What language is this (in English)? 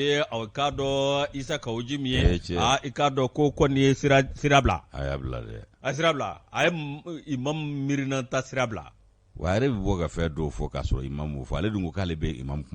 Bambara